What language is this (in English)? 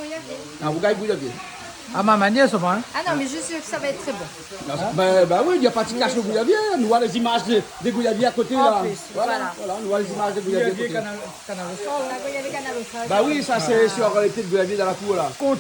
Réunion Creole French